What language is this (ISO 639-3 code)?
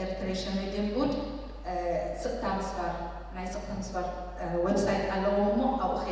tir